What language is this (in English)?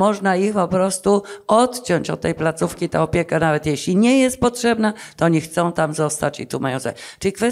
Polish